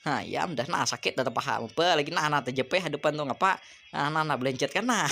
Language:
Banjar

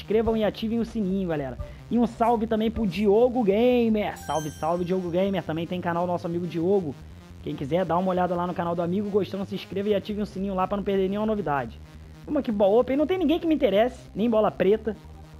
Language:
Portuguese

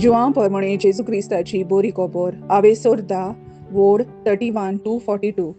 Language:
Konkani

